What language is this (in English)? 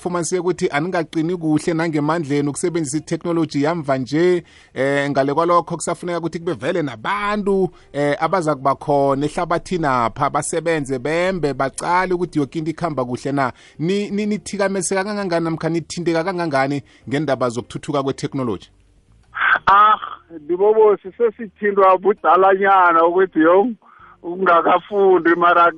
South Ndebele